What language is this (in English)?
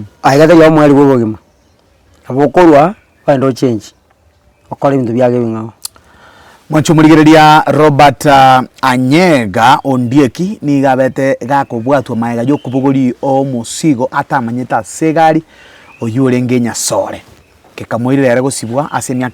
Gusii